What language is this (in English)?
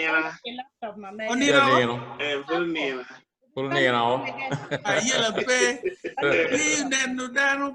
Acoli